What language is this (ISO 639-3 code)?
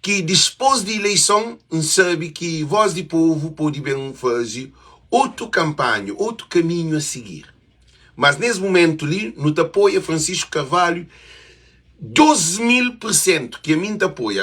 kea